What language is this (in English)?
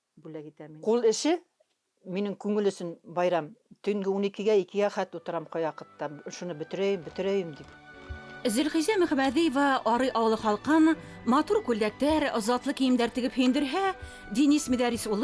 Bashkir